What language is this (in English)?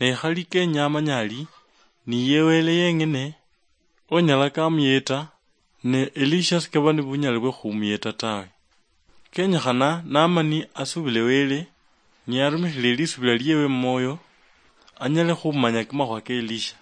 Luyia